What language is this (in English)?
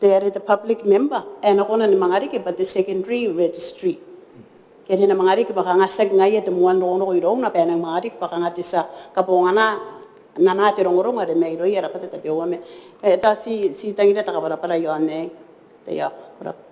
Gilbertese